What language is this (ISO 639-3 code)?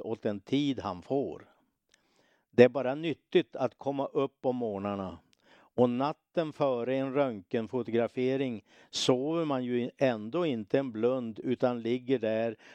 swe